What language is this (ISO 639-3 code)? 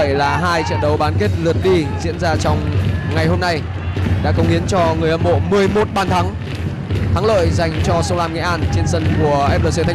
vie